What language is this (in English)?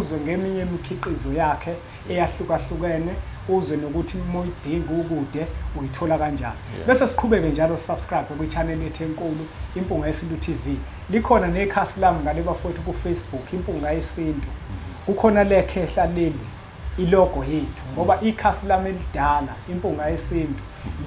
Zulu